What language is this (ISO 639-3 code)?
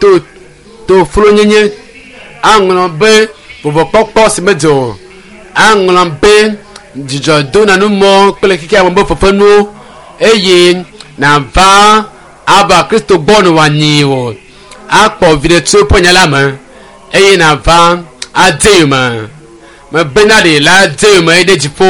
ewe